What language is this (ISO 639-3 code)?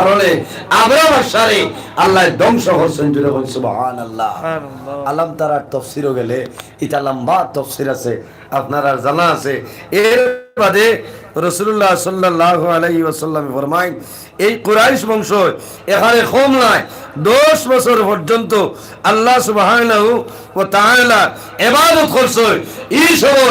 syl